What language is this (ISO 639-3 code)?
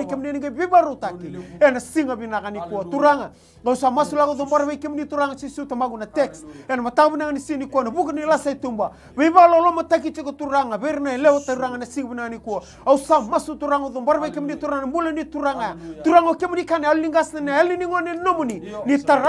fij